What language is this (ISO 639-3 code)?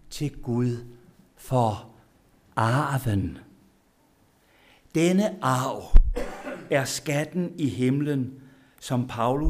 dan